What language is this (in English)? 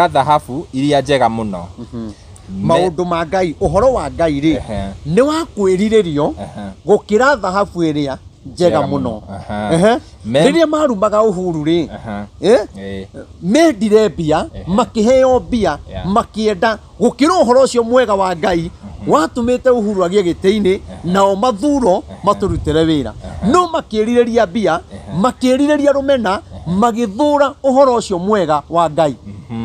Kikuyu